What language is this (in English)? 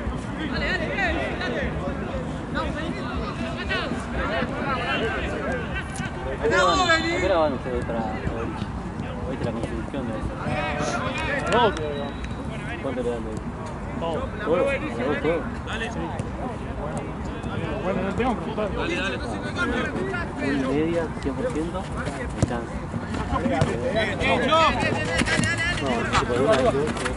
Spanish